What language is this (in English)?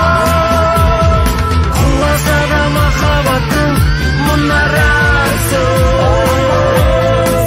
Kazakh